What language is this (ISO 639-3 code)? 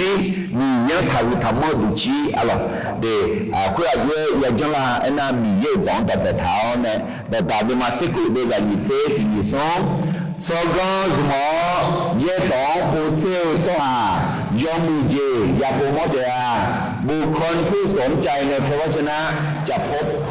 ahk